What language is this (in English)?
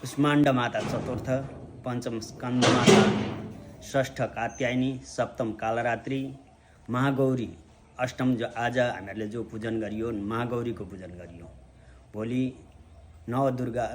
Nepali